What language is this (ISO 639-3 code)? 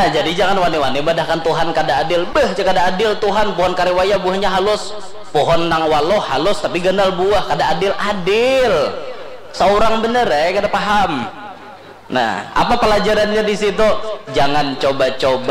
bjn